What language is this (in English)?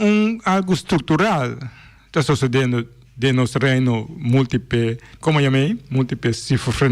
Papiamento